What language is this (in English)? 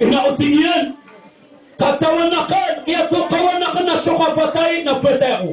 Maranao